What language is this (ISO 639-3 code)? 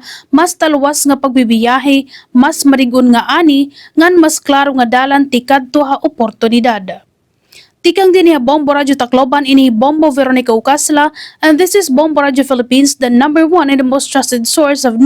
war